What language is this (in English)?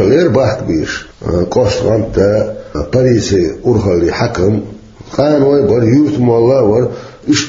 Chechen